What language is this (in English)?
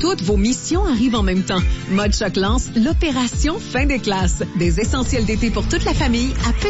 French